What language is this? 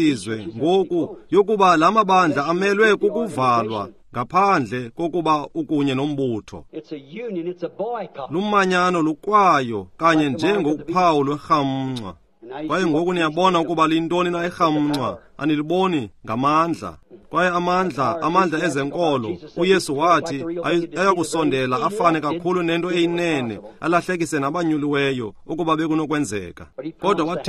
Xhosa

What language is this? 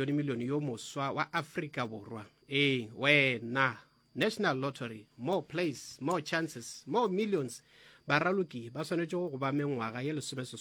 Northern Sotho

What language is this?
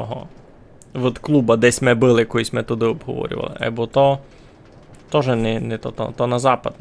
Rusyn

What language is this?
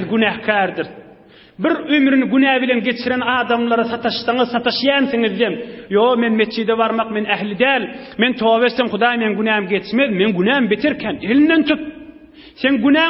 Turkmen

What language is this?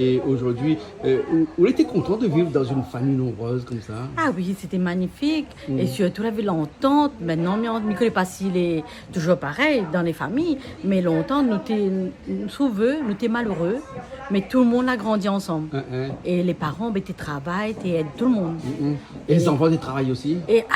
Réunion Creole French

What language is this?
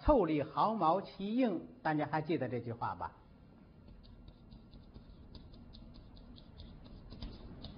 Chinese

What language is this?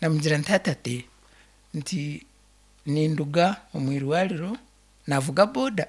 Nyankole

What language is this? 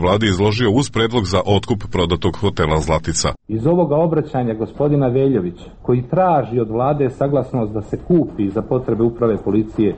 Serbian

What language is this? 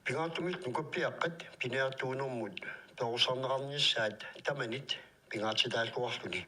Kalaallisut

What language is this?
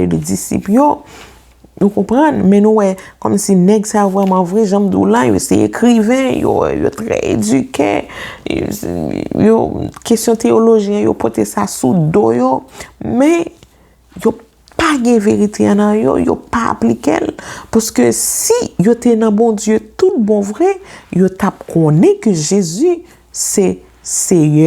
Haitian Creole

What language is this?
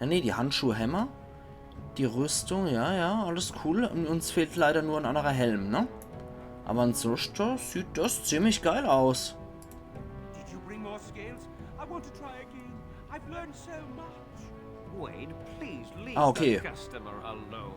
Palatine German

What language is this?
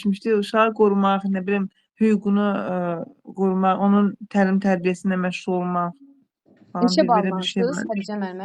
Azerbaijani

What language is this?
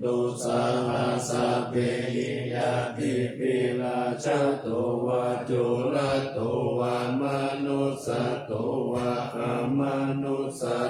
Pali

